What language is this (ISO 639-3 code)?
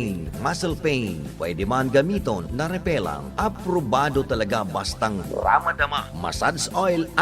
bik